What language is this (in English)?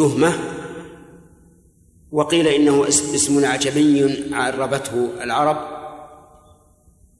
Arabic